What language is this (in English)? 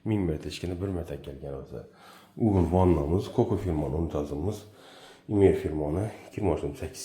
Uzbek